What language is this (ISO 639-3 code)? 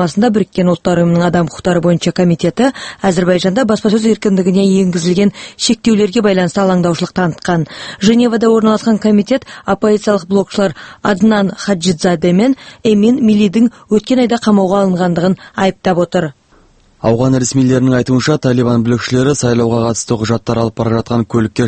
kaz